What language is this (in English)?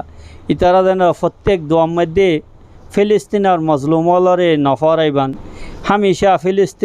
Rohingya